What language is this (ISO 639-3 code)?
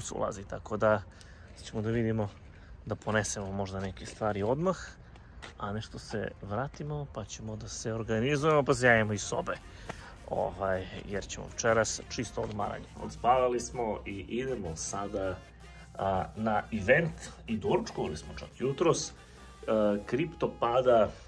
srp